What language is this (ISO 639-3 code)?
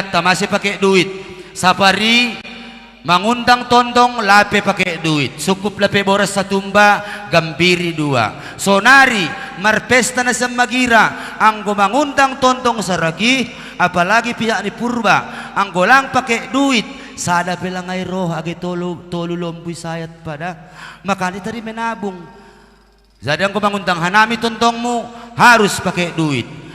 bts